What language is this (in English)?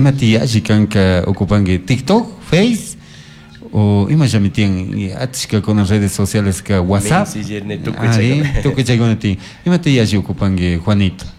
Chimborazo Highland Quichua